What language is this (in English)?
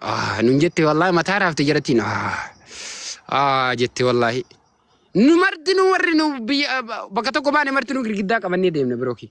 Oromo